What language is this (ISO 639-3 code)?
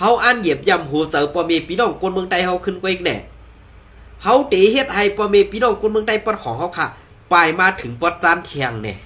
shn